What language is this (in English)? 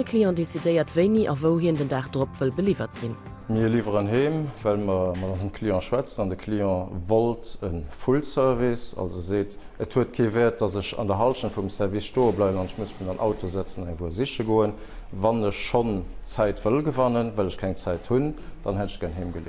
Luxembourgish